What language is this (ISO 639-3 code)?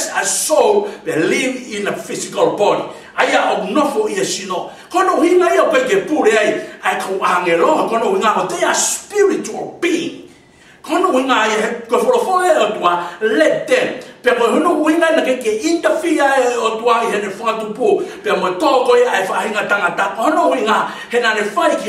ton